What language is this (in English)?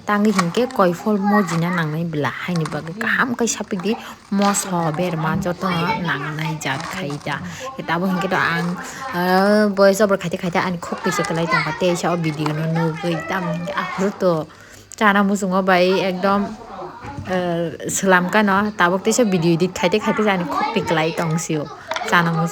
Kok Borok